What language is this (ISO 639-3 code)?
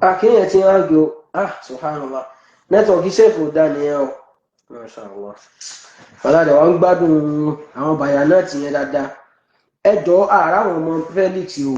yor